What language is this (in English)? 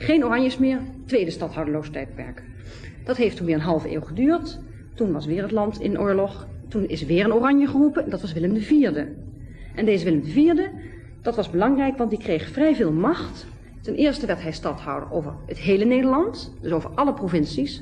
Dutch